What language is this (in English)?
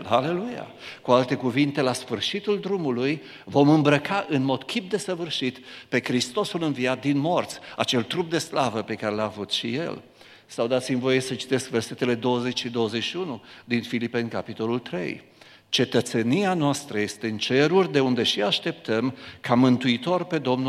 Romanian